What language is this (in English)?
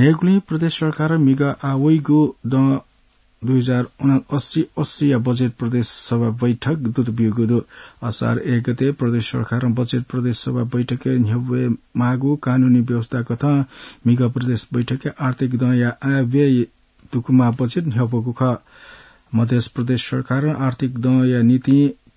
Newari